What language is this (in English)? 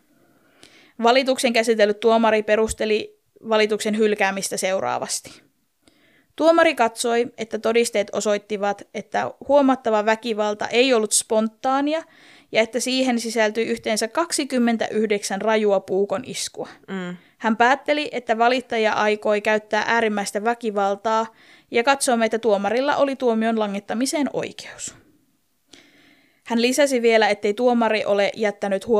Finnish